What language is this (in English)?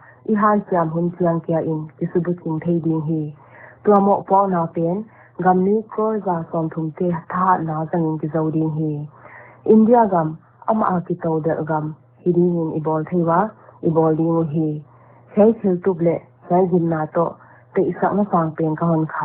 Paite Chin